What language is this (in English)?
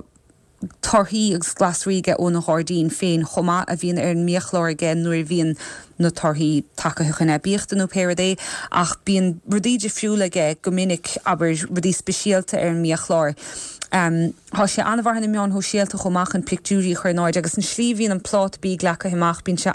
Irish